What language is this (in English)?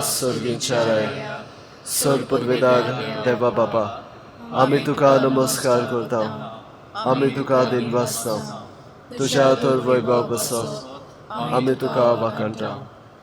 Konkani